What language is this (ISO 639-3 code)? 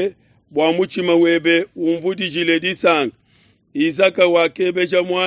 lua